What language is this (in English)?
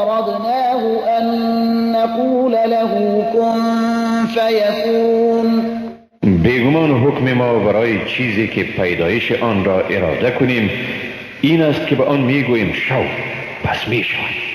Persian